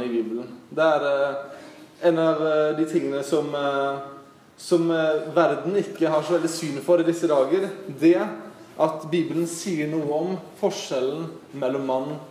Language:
Norwegian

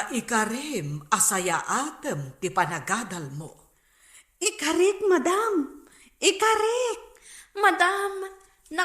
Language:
Iloko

